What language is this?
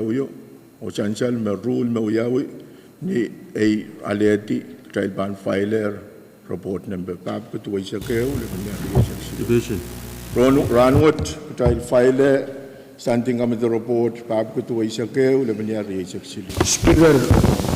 Pohnpeian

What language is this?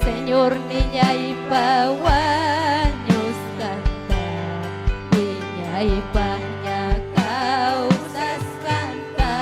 Ayacucho Quechua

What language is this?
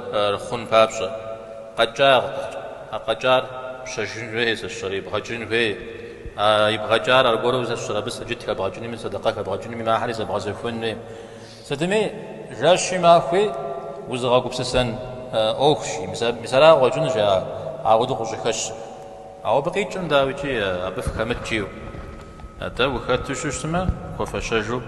Kabardian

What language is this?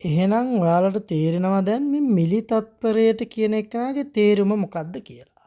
Sinhala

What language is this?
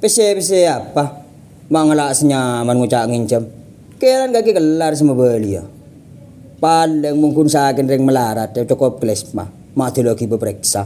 Madurese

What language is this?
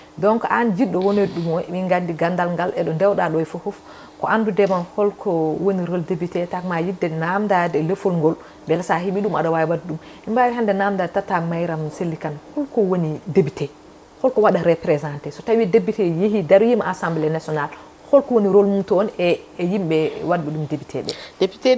Fula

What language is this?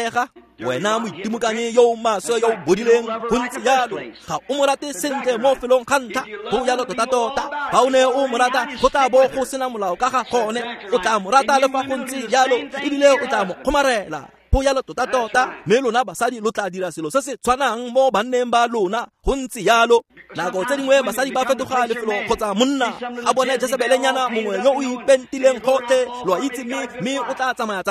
Tswana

